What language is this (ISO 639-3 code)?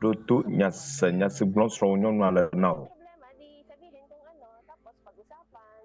ewe